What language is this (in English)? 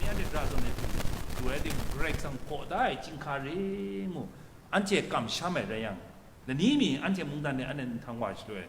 Kachin